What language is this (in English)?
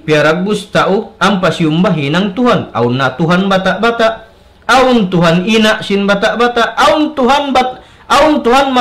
Tausug